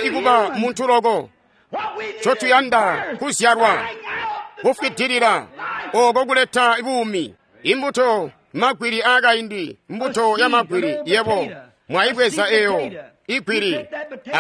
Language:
Tonga (Zambia)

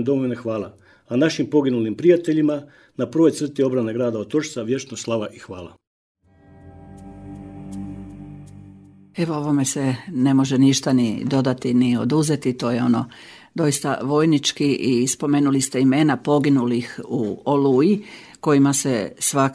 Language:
Croatian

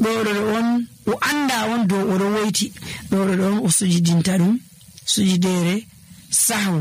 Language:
Nigerian Fulfulde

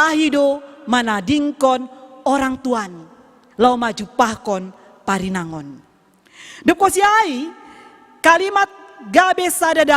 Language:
Batak Simalungun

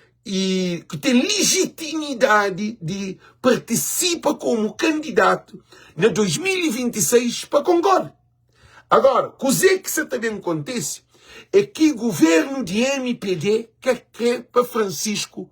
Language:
Kabuverdianu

